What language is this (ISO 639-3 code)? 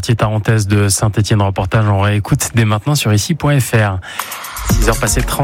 fra